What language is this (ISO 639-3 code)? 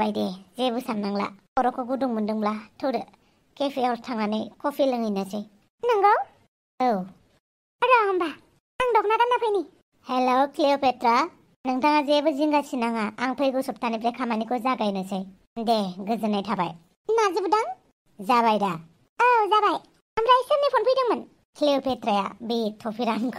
brx